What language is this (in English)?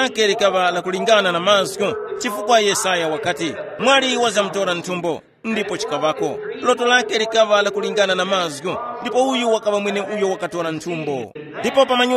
Tumbuka